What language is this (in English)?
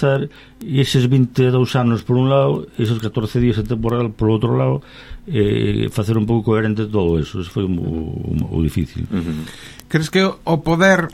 Galician